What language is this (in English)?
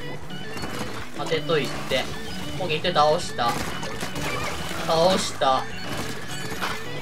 Japanese